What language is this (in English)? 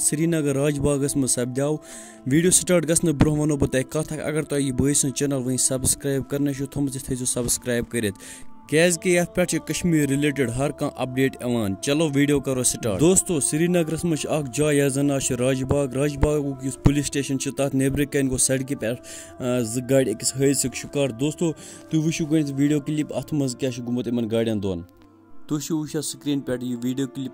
Kashmiri